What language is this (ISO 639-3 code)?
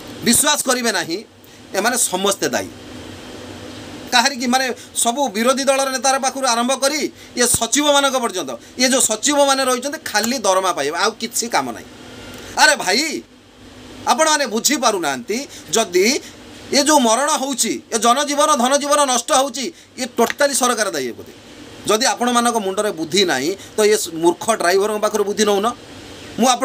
ori